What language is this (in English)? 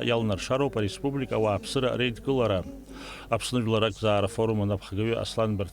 Abkhazian